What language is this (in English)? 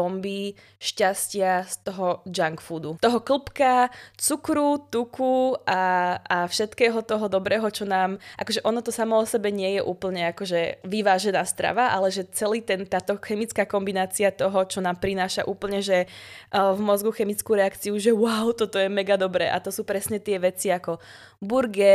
Slovak